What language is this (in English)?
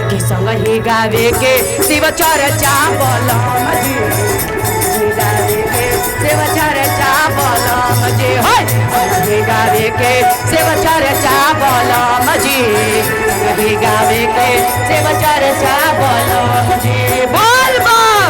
Magahi